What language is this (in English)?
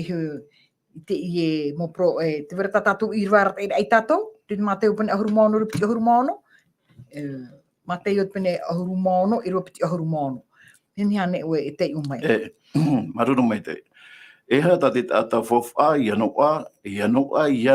Tahitian